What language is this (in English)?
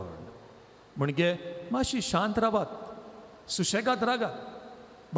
Konkani